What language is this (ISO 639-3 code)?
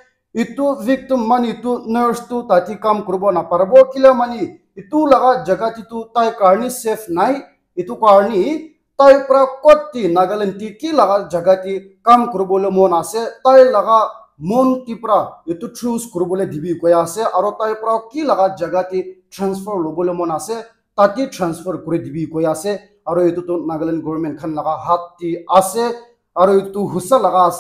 nag